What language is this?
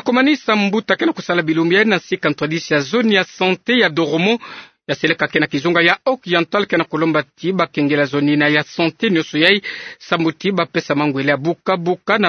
Kituba (Democratic Republic of Congo)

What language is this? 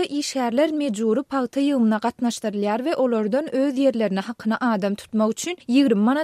Turkmen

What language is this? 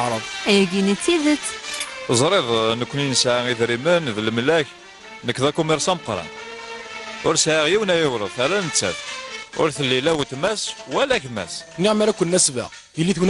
Kabyle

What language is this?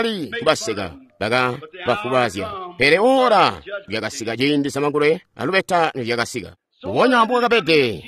Tonga (Zambia)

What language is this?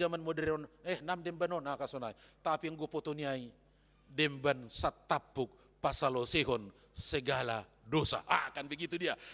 Batak Simalungun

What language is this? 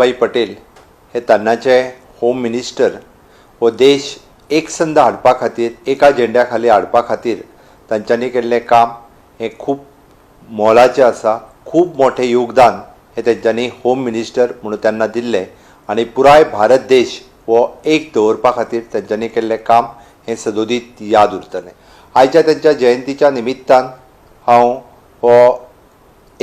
Konkani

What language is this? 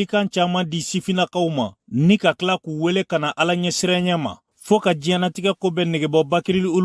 Bambara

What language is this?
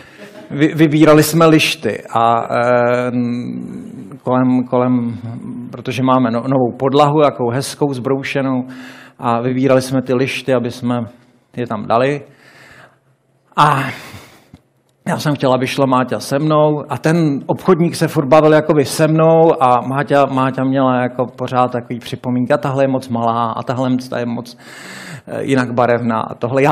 Czech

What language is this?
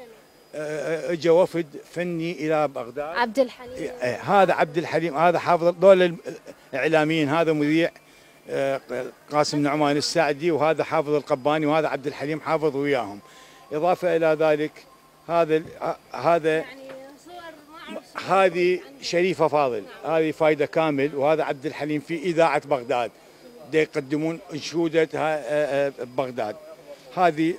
Mesopotamian Arabic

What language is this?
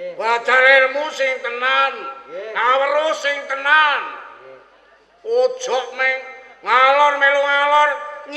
Javanese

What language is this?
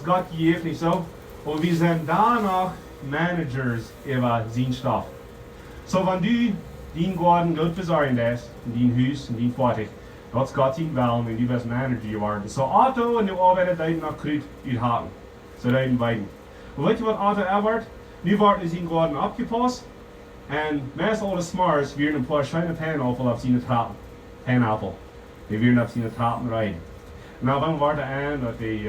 Plautdietsch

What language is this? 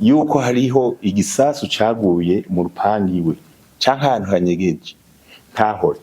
Rundi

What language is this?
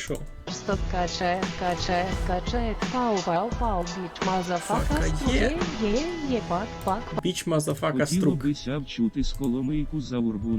Rusyn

